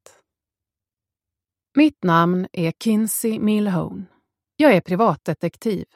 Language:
Swedish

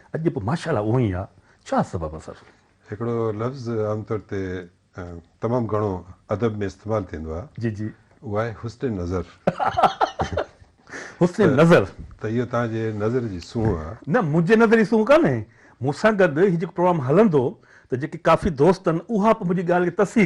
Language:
Sindhi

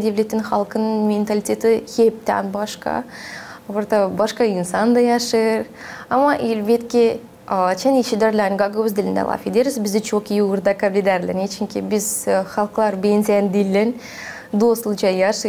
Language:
Gagauz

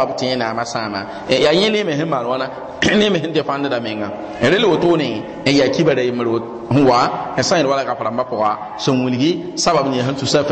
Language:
Mossi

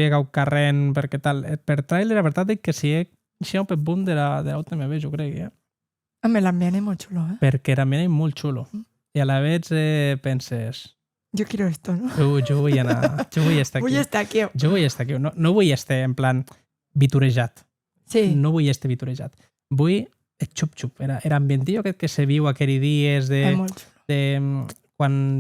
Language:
Occitan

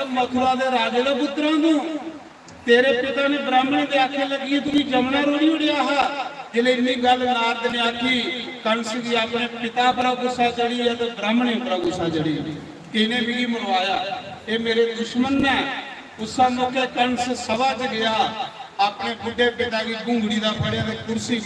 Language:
Dogri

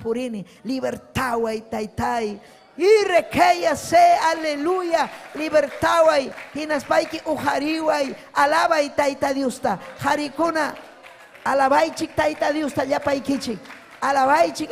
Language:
Ayacucho Quechua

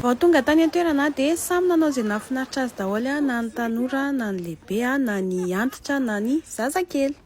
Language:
Malagasy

